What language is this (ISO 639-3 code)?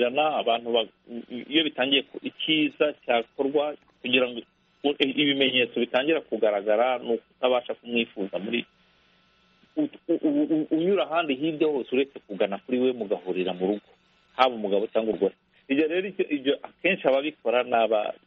kin